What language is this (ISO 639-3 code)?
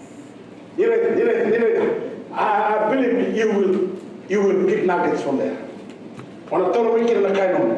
fij